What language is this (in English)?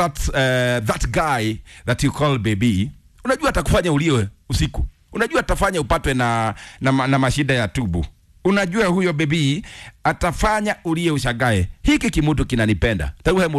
Kikuyu